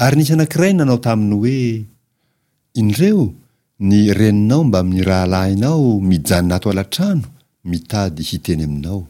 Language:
Malagasy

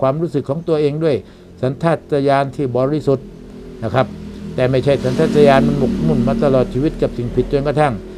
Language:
Thai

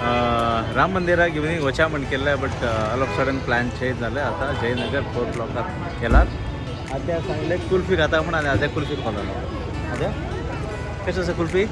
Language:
Konkani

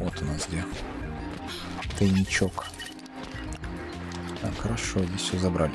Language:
Russian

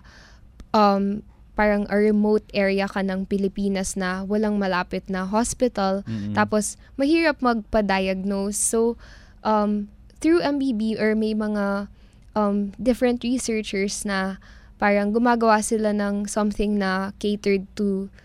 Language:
Filipino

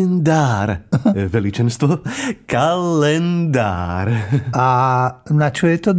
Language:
Slovak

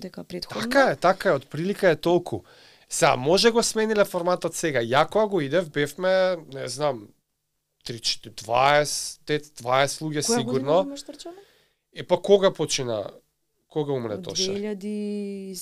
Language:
Macedonian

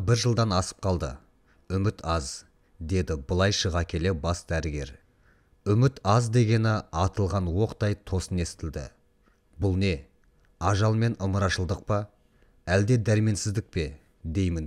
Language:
Kazakh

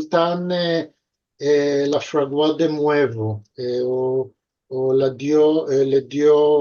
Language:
Ladino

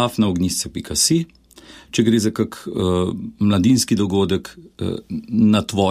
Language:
Slovenian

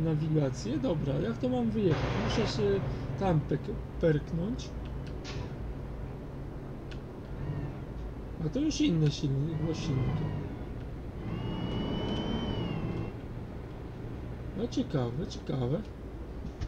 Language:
Polish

